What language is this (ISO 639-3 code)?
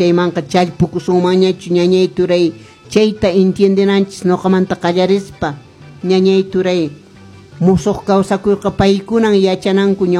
que